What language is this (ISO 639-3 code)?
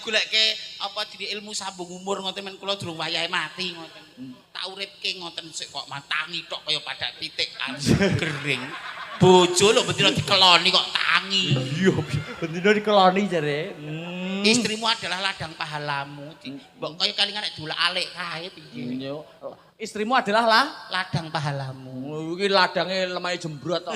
jav